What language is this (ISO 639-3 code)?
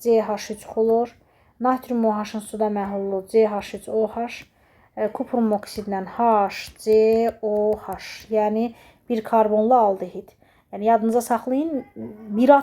aze